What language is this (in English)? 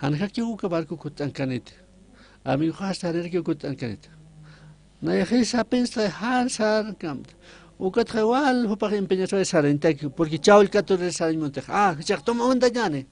Aymara